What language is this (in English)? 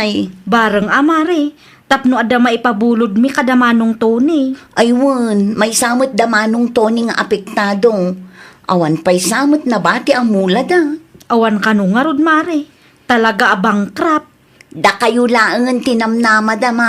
Iloko